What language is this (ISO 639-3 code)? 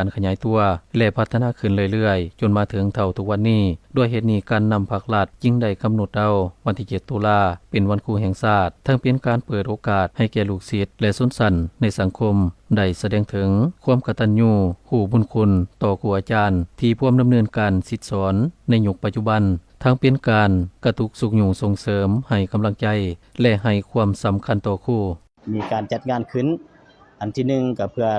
lao